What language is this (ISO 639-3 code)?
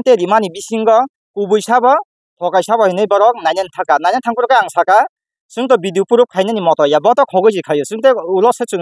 trp